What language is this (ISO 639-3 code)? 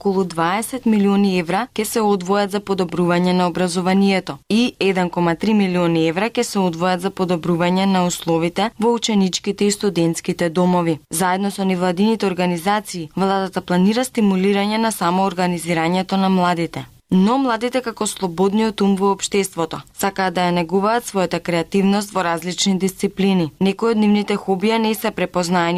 mkd